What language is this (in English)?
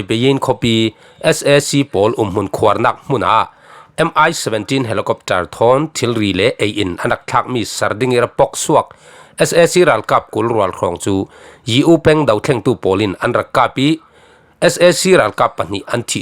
Falam Chin